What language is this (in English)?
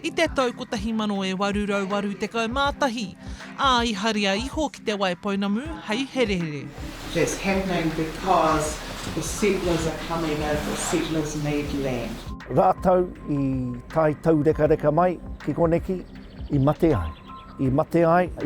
Māori